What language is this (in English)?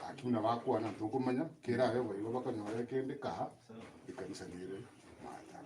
Gusii